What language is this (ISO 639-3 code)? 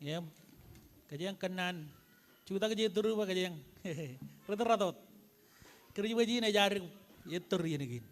mah